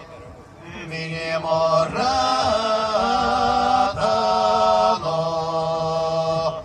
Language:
Erzya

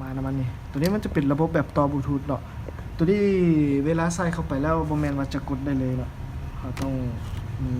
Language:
Lao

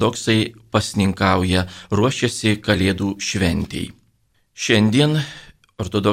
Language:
Lithuanian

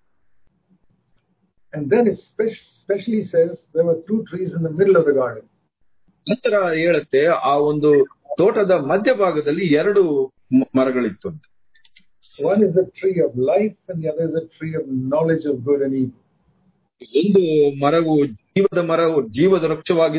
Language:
Kannada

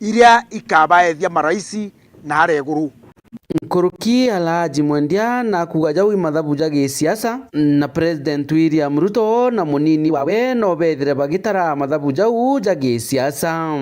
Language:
Meru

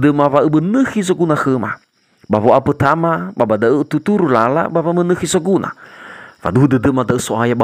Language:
Nias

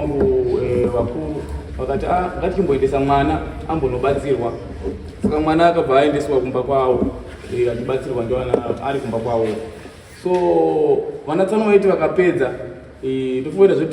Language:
Shona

